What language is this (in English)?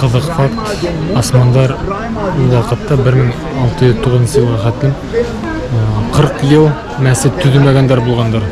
Bashkir